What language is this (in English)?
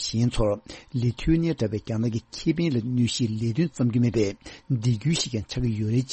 Tibetan